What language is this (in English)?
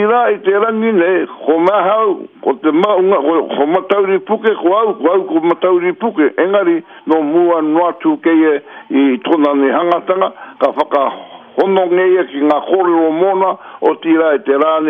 Māori